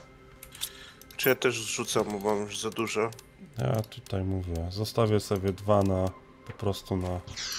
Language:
Polish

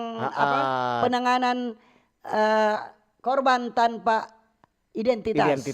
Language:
Manado Malay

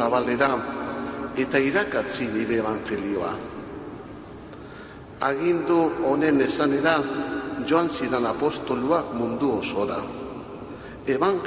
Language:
Basque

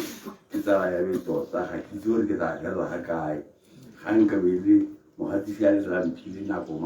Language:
Tswana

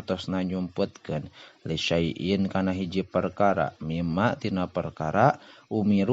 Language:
Sundanese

